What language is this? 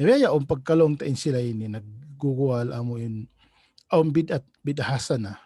Tausug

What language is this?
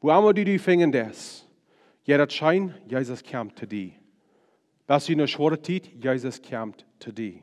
Plautdietsch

